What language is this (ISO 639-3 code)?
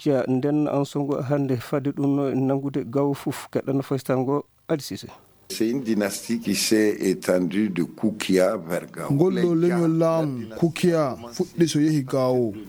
ful